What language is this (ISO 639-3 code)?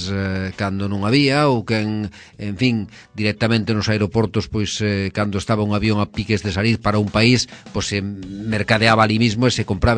glg